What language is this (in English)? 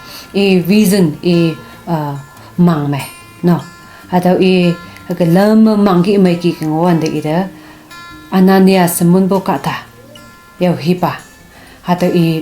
Konyak Naga